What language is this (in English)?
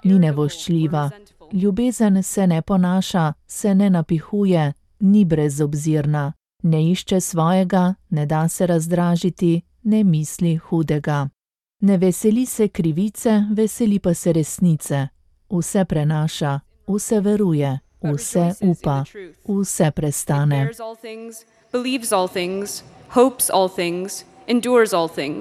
Slovenian